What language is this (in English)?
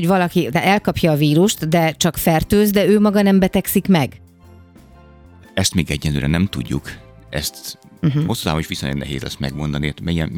Hungarian